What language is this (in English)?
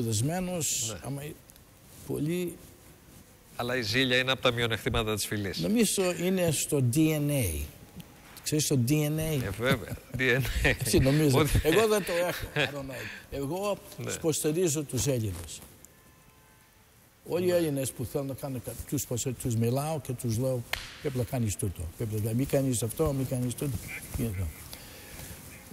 Greek